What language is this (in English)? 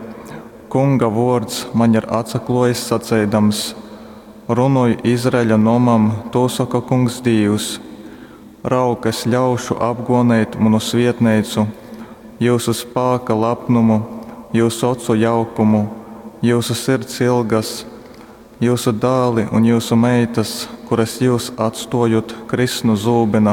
Latgalian